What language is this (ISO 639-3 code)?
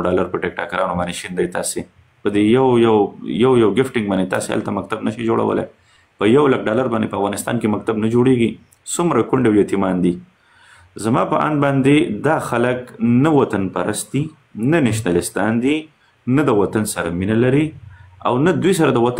pus